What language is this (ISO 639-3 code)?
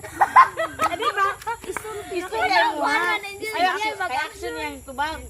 ceb